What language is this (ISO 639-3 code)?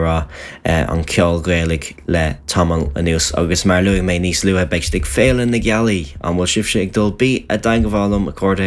gle